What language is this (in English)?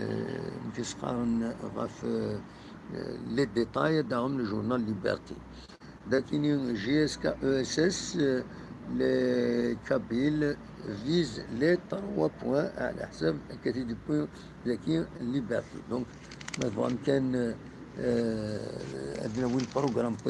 Kabyle